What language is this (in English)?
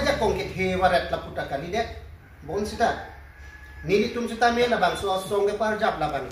Karbi